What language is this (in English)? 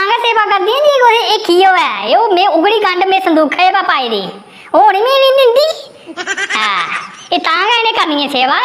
Dogri